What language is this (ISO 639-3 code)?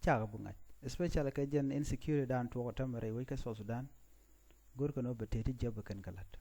nus